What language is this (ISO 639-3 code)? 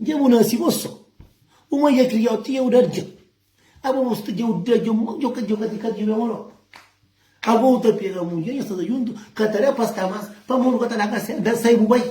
kea